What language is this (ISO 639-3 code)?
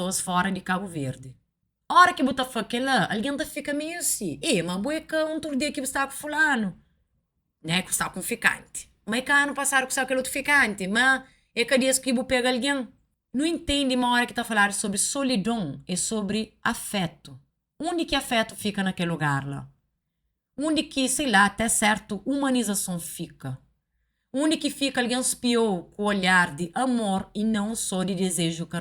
kea